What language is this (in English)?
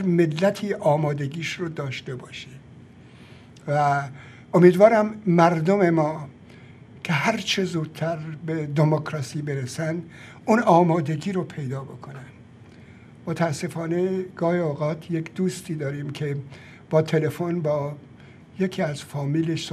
Persian